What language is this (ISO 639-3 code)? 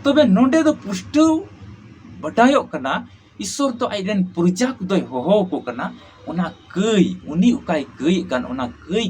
sat